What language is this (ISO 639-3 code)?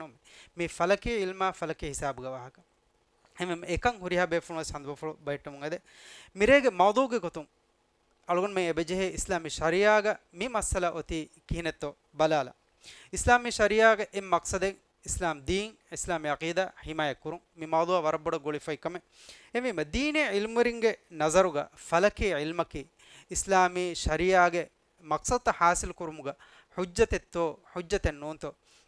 div